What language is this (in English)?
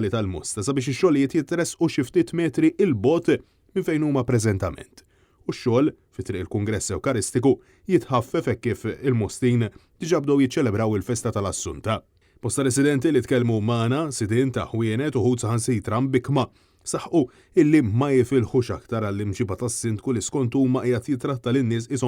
Maltese